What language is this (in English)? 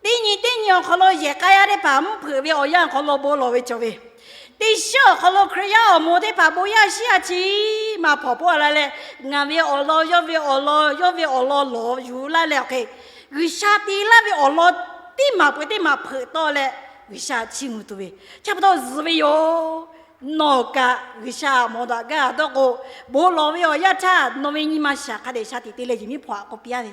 Lahu